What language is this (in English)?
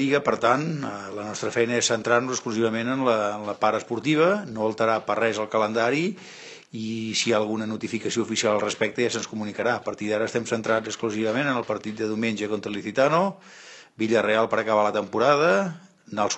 Catalan